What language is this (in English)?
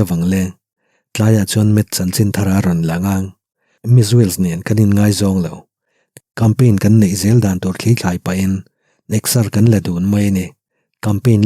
Mizo